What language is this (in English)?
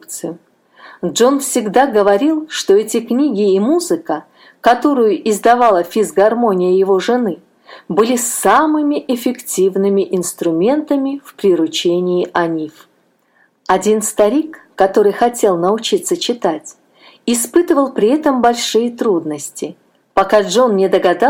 Russian